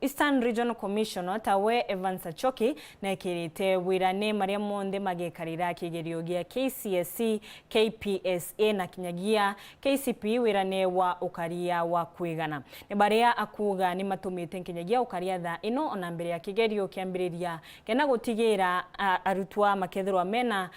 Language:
Meru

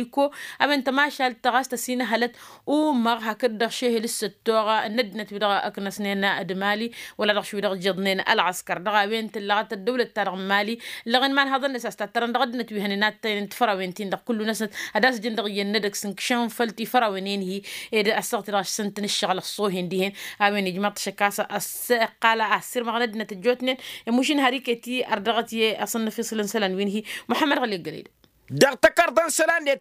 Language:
Tamasheq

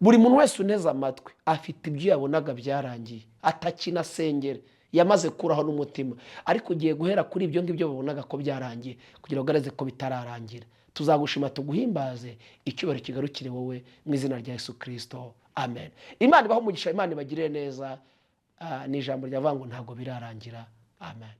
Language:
Kinyarwanda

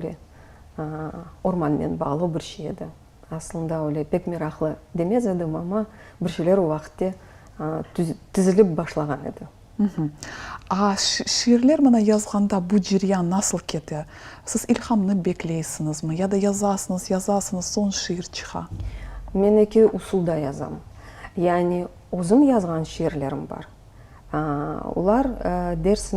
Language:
Crimean Tatar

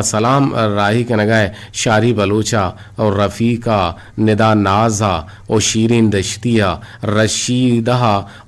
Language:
Eastern Balochi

